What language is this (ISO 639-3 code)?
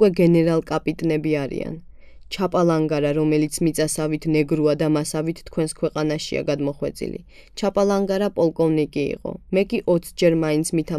kat